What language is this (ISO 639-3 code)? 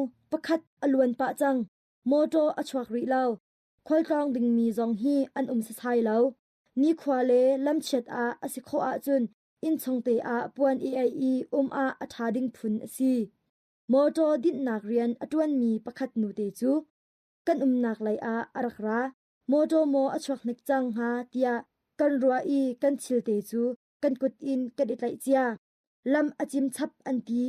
cnh